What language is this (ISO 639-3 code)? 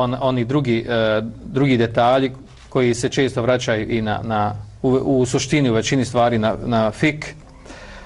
bos